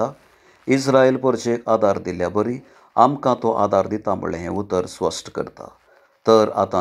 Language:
Konkani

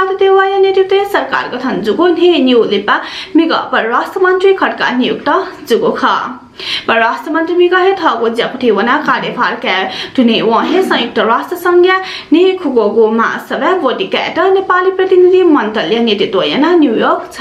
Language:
Newari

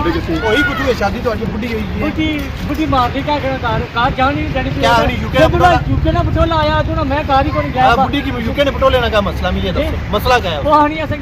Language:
Pahari-Potwari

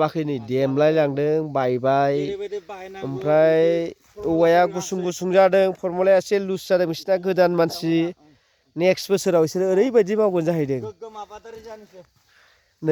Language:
Bodo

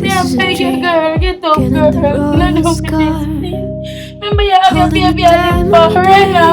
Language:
Jamaican Creole English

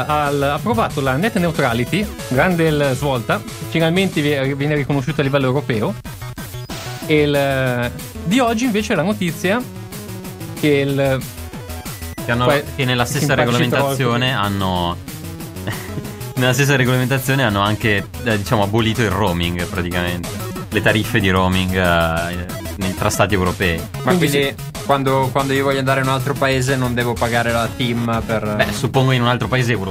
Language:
Italian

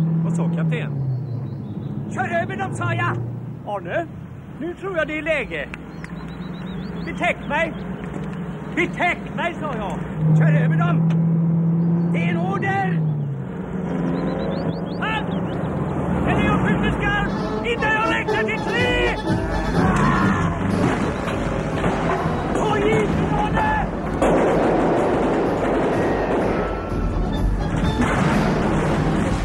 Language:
Swedish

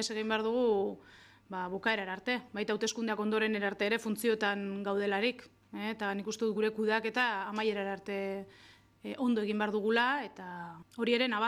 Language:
Basque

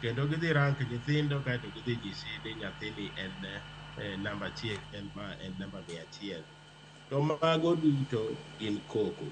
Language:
Luo (Kenya and Tanzania)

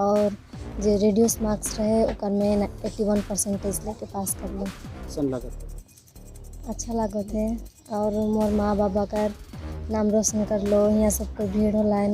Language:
Sadri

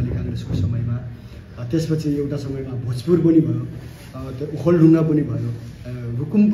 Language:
Nepali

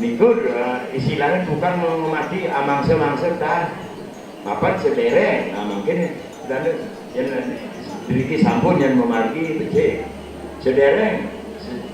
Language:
Balinese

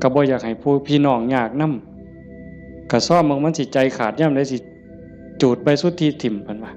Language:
Northeastern Thai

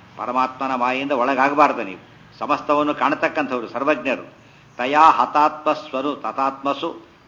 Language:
Kannada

